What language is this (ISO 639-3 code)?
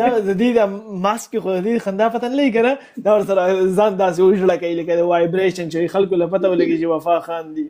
pus